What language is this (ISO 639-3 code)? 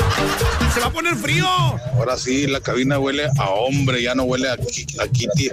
spa